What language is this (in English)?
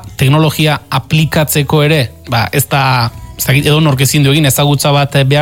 Basque